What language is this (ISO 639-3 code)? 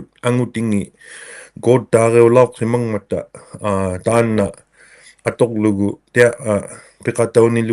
iku